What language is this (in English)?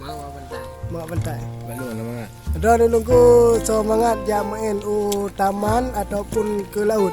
Achinese